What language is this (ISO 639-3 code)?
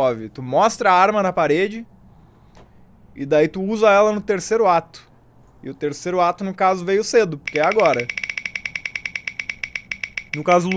por